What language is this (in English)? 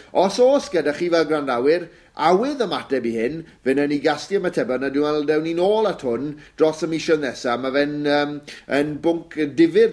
Welsh